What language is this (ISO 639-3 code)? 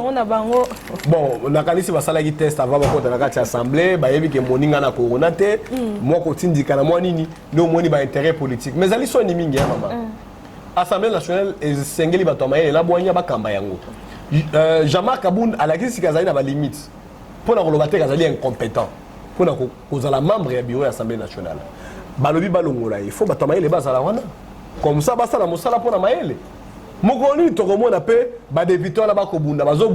lin